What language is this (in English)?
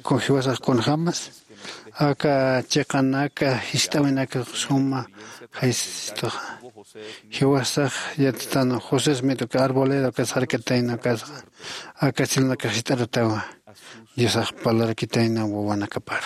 Aymara